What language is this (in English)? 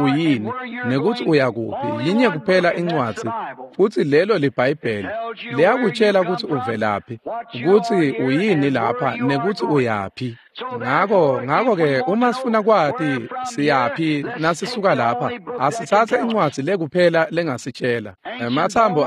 Swati